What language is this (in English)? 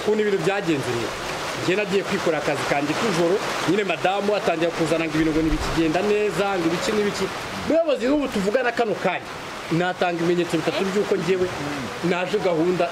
Kinyarwanda